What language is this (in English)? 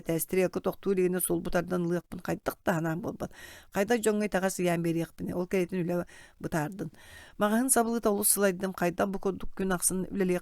Yakut